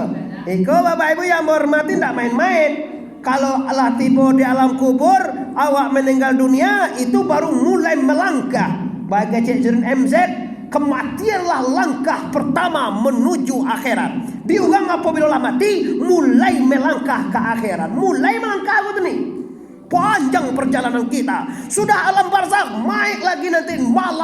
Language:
Minangkabau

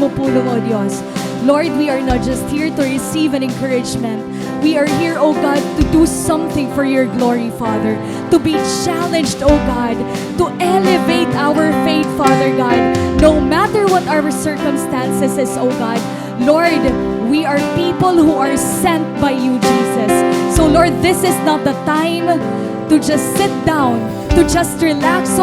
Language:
Waray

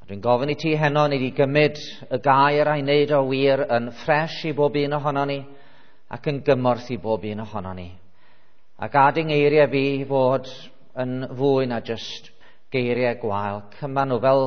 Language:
Welsh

